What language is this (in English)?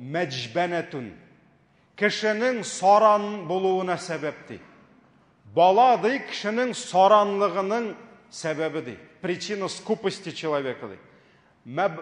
Tatar